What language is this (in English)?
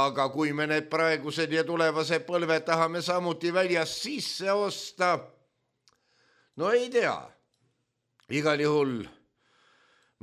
Estonian